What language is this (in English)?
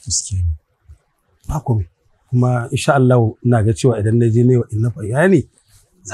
Hausa